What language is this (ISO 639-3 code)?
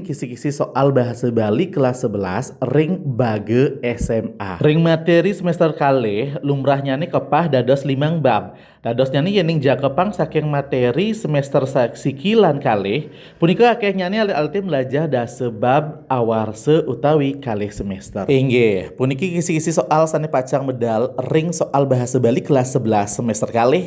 ban